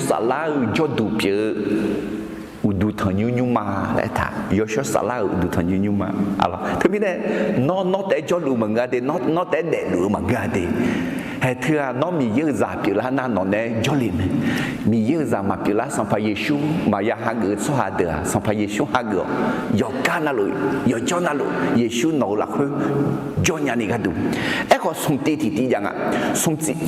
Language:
Akha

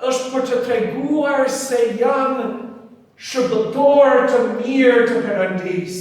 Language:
Albanian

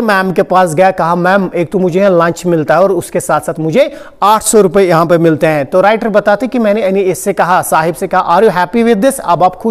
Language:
Hindi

